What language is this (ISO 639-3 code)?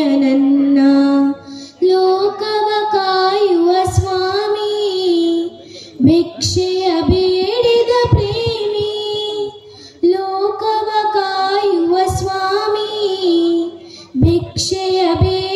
kan